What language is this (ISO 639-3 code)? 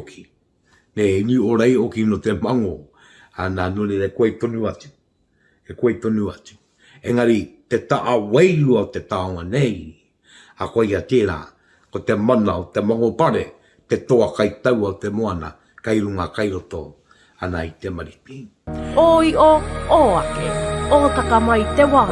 mri